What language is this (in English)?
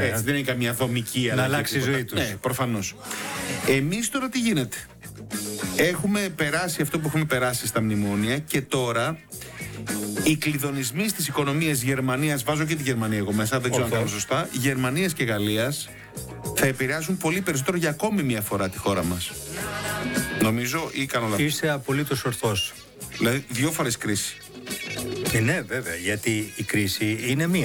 Greek